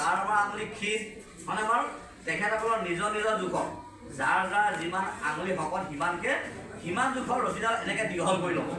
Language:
Assamese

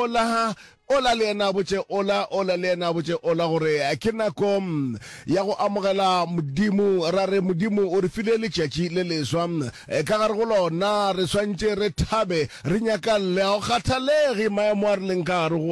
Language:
Northern Sotho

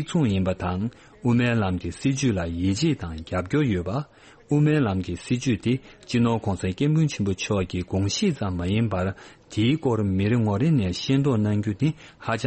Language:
Tibetan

